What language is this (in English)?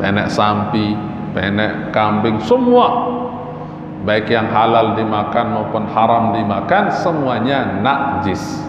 Sasak